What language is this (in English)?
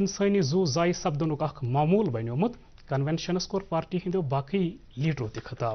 Kashmiri